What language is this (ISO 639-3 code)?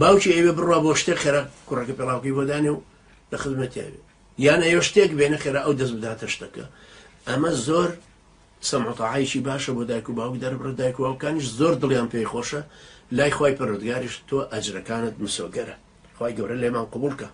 ckb